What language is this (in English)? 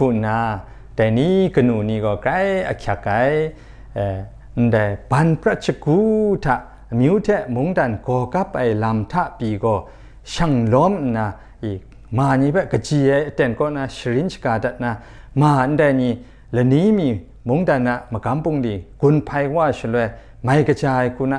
Kachin